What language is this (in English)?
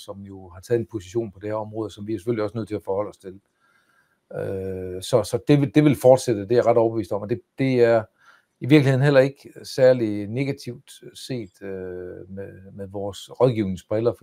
Danish